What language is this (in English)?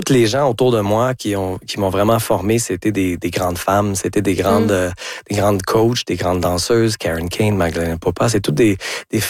French